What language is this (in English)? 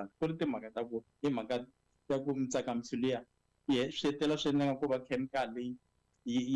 Tsonga